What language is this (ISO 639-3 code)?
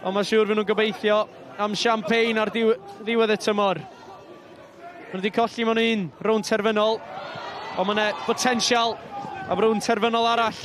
cym